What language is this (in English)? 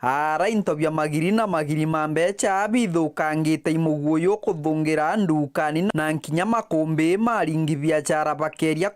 Meru